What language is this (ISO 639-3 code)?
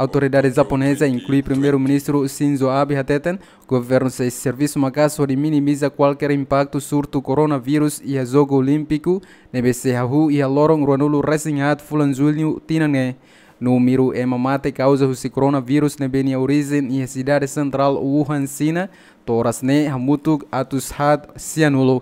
tet